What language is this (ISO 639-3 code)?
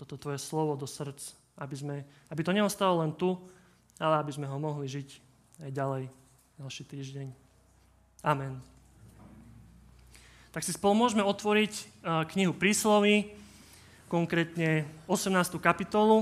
slk